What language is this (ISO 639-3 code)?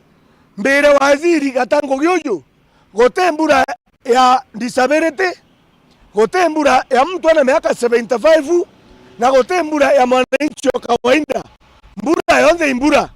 mer